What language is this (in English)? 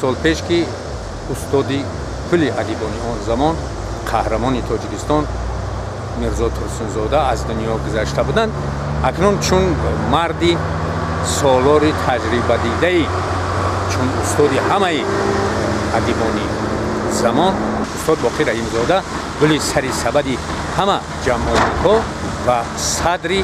Tajik